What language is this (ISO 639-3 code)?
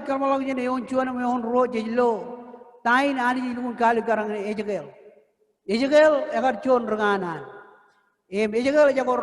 mah